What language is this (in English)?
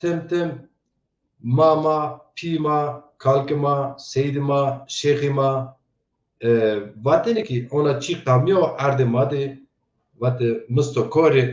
Zaza